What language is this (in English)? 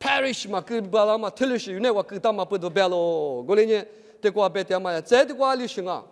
Lisu